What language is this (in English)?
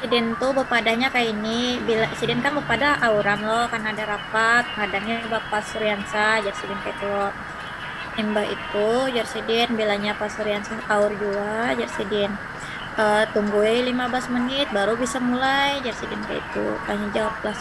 Banjar